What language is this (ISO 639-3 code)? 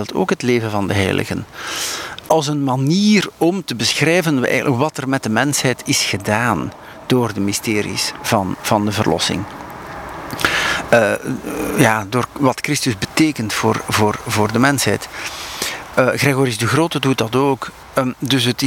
nld